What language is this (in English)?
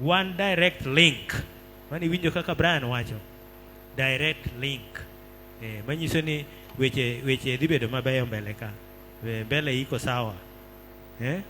Luo (Kenya and Tanzania)